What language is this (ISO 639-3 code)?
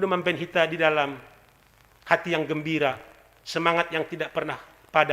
bts